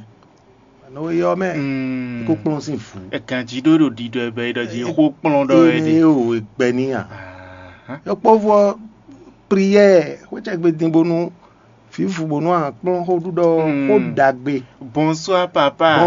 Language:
Fon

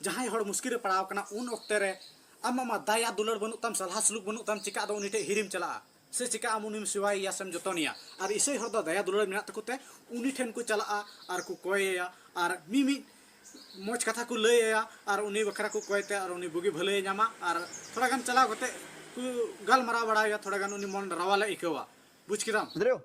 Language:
Santali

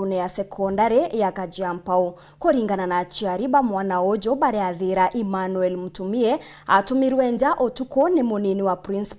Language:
Meru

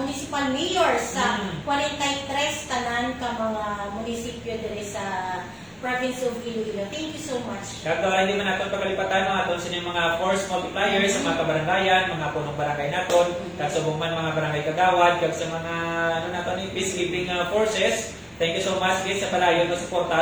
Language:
Hiligaynon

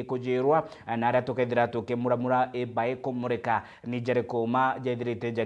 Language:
Meru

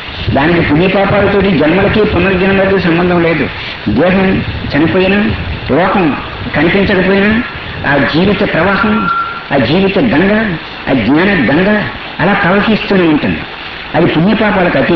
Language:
Telugu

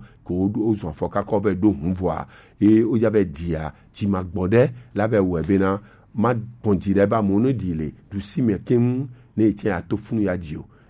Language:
Gen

